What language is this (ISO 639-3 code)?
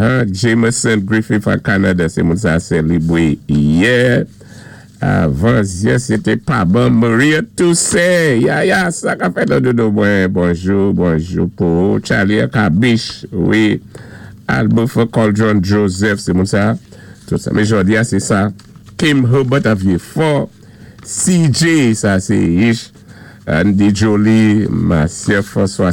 acf